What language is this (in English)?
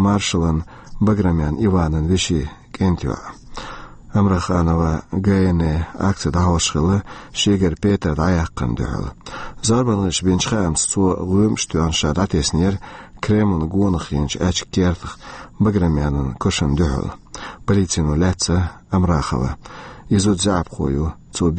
Chechen